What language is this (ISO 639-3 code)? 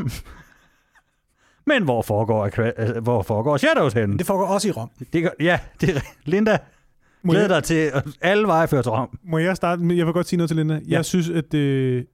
dan